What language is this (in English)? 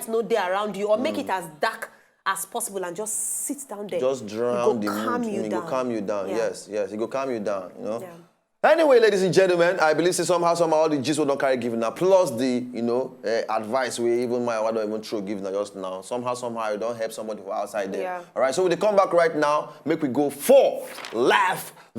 Nigerian Pidgin